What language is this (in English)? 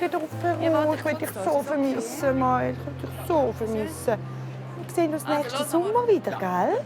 Swiss German